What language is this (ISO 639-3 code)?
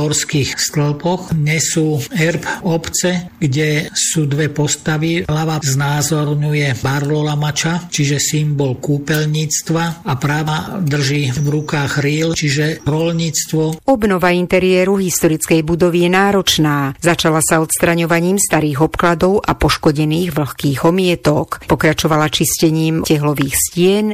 slk